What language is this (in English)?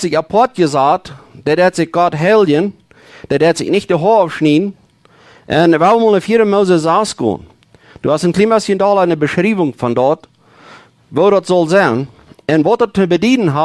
Plautdietsch